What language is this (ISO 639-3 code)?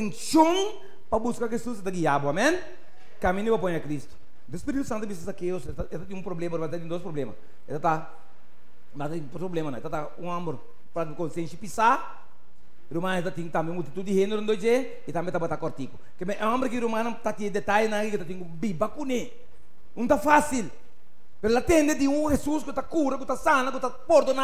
pap